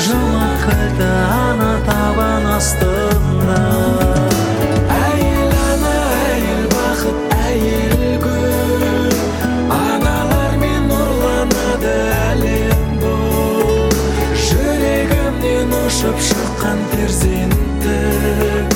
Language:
Kazakh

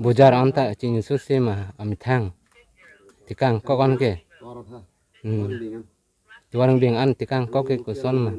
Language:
Karbi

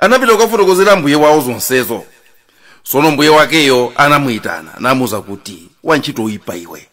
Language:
Nyanja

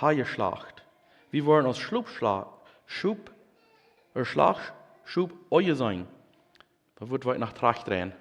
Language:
Plautdietsch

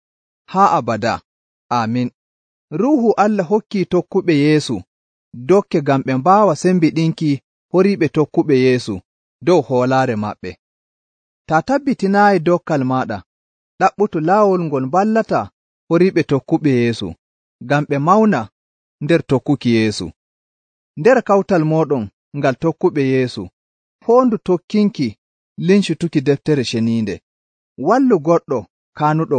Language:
Nigerian Fulfulde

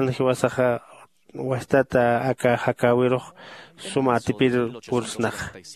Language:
Aymara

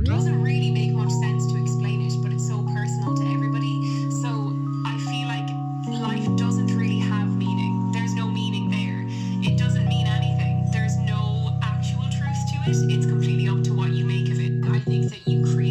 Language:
English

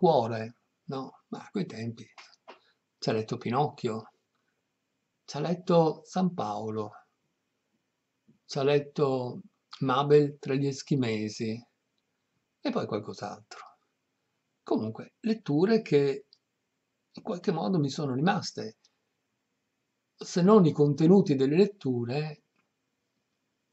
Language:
Italian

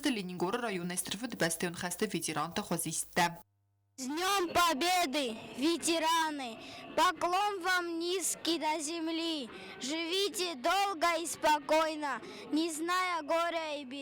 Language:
Ossetic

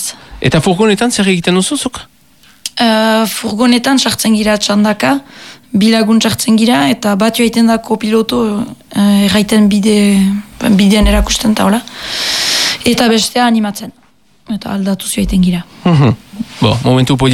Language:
Basque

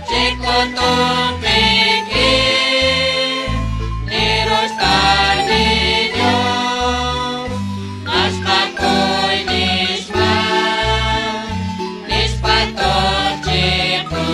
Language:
Kekchí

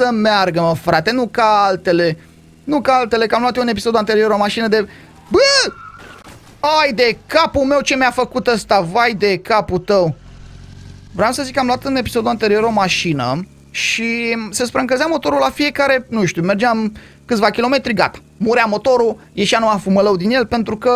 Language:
Romanian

